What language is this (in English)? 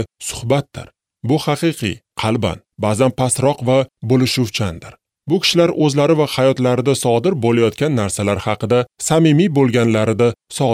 Uzbek